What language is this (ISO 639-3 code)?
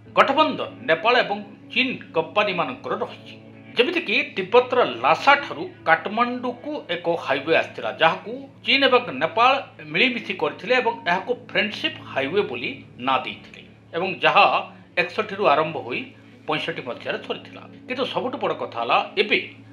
ori